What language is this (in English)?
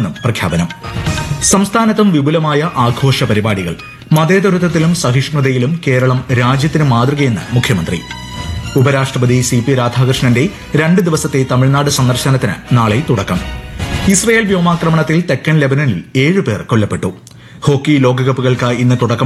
Malayalam